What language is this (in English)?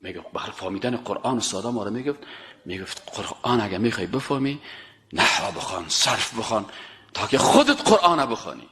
Persian